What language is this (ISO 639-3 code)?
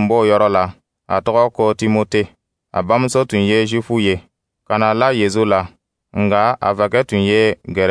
dyu